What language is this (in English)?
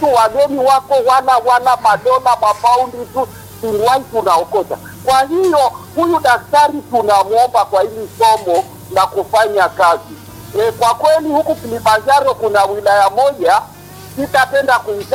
Swahili